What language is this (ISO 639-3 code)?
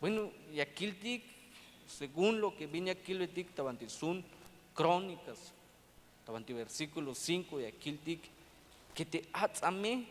tzh